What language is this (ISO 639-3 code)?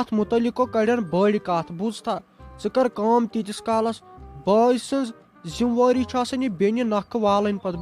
kas